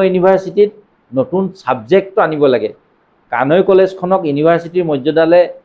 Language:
Assamese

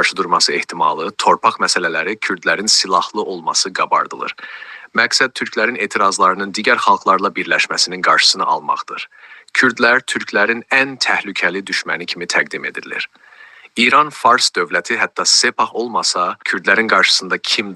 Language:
South Azerbaijani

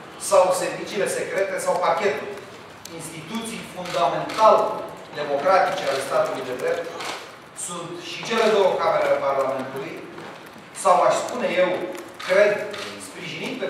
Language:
Romanian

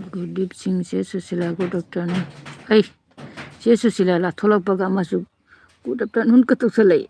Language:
Manipuri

